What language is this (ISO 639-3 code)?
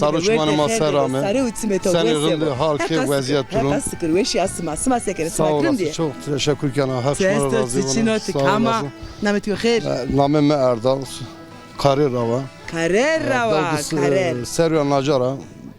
zza